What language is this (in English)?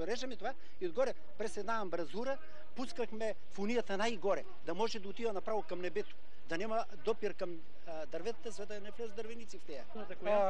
Bulgarian